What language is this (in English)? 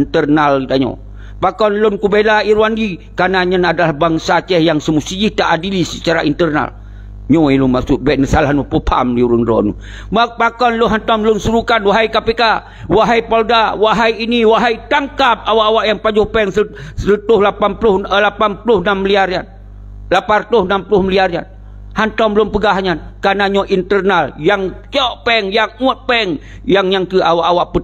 Achinese